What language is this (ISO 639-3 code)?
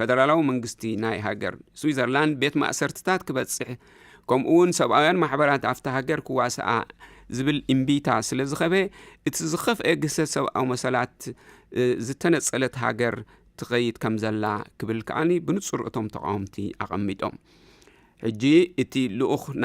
tir